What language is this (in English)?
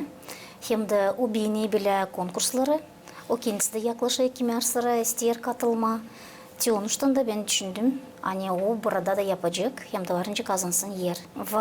Gagauz